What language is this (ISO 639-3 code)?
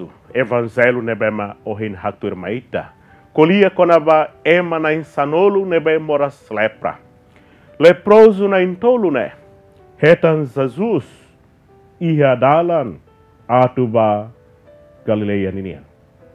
tet